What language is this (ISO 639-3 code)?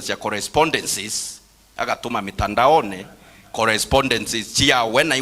mer